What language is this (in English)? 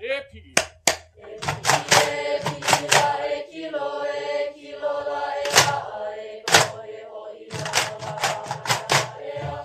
Hawaiian